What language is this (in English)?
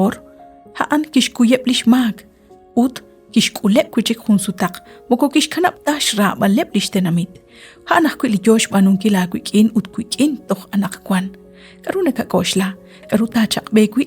Kekchí